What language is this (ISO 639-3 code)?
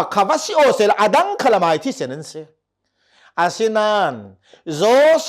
cnh